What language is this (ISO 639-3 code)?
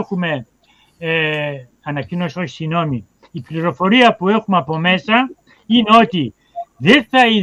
ell